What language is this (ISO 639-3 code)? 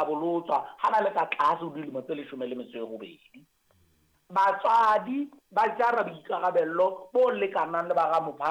sot